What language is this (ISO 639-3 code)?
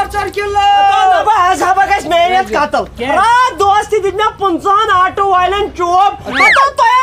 kas